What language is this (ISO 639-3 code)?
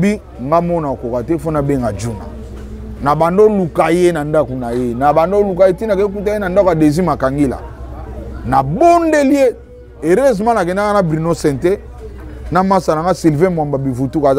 lin